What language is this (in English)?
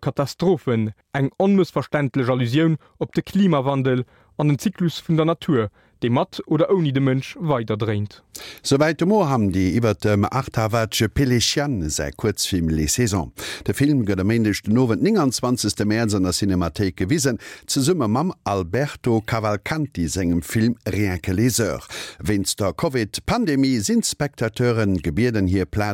Luxembourgish